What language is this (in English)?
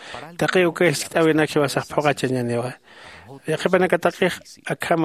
Aymara